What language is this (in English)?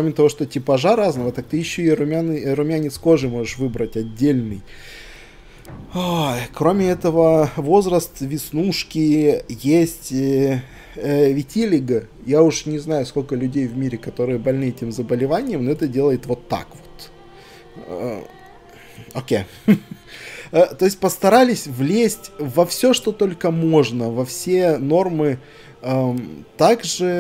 Russian